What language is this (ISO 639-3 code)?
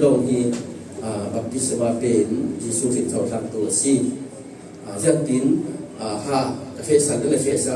cfm